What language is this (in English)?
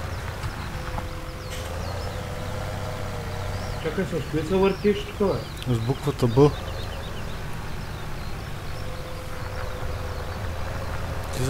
Bulgarian